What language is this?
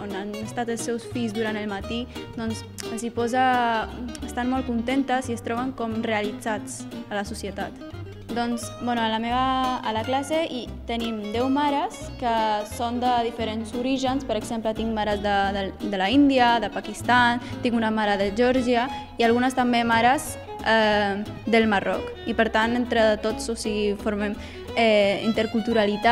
Catalan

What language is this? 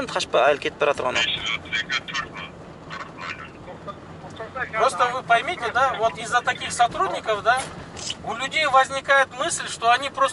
Kazakh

